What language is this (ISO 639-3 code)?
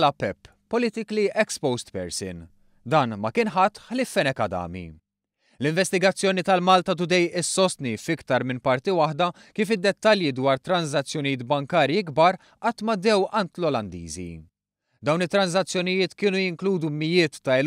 mlt